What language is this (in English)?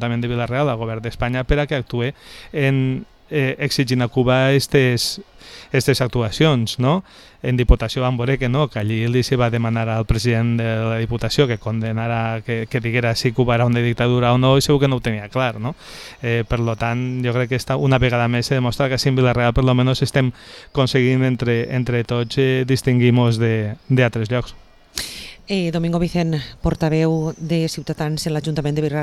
Catalan